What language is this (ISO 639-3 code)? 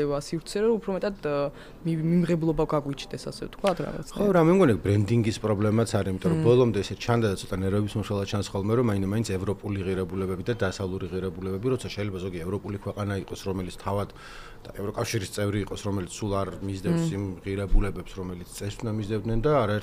kat